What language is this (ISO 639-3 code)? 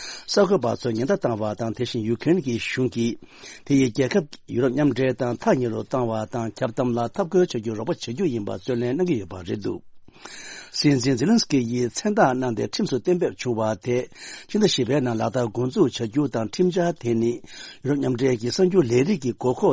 bod